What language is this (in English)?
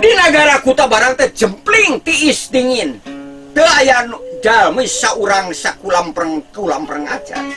Sundanese